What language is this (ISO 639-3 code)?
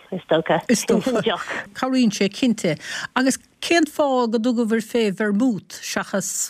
gle